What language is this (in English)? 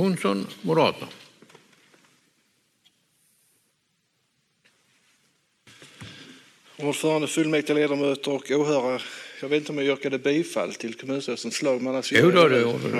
Swedish